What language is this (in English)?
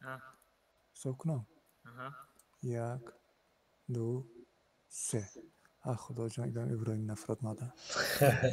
Tajik